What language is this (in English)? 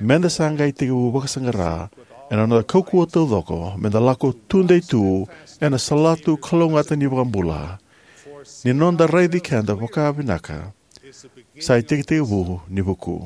Fijian